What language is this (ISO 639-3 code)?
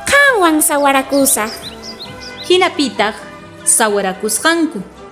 quh